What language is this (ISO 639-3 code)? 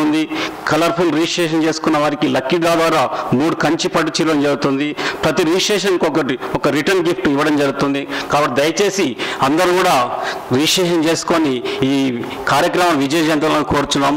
tel